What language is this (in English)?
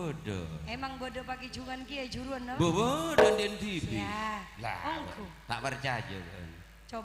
Madurese